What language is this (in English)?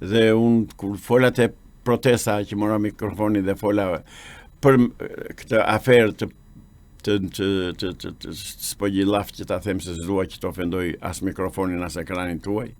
Albanian